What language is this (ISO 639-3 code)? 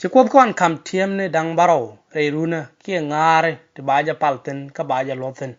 nus